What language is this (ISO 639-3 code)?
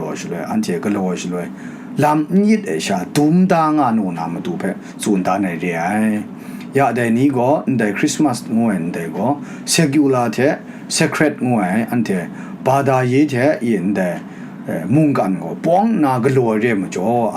kac